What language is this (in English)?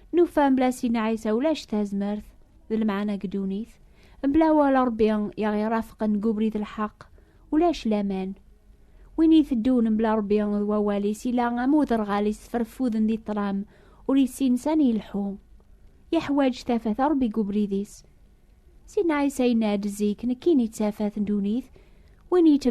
Kabyle